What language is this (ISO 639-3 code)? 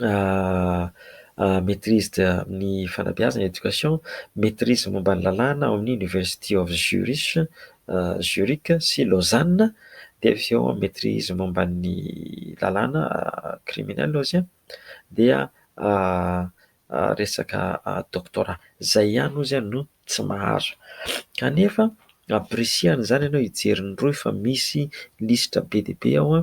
mlg